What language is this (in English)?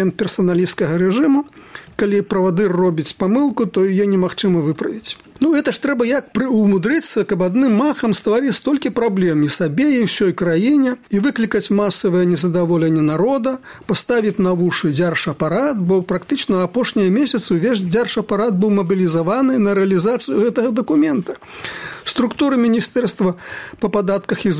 Belarusian